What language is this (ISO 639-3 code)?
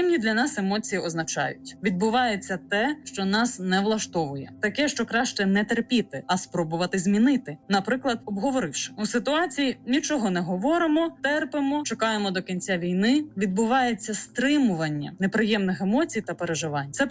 ukr